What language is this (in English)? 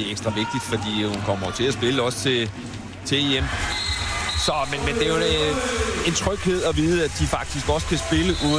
Danish